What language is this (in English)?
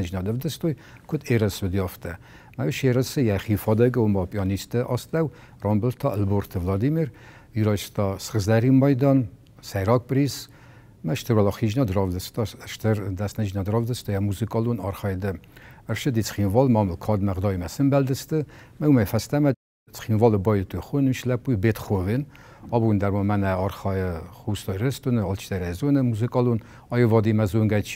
Ossetic